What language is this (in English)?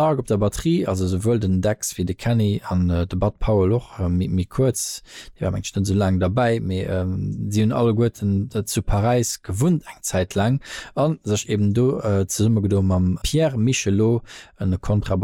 Luxembourgish